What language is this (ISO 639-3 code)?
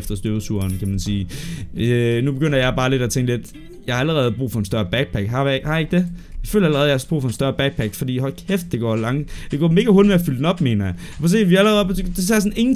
dan